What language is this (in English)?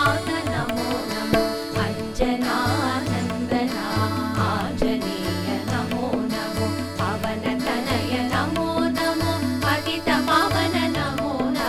Telugu